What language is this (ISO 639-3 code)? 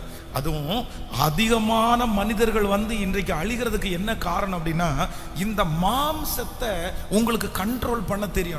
tam